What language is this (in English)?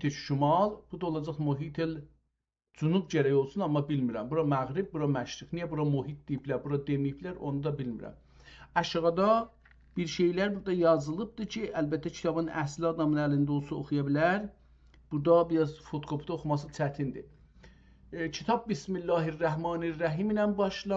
South Azerbaijani